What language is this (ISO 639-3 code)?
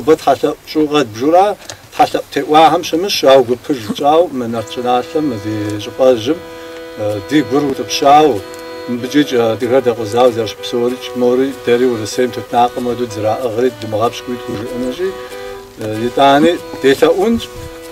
kbd